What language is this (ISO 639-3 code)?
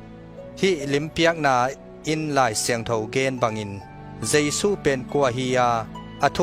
ctd